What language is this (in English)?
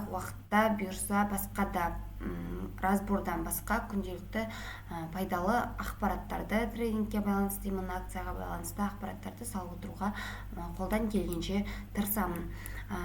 Kazakh